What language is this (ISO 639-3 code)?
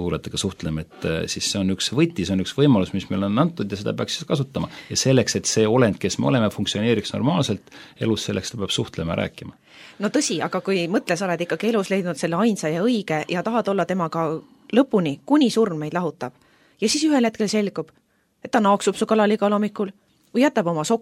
est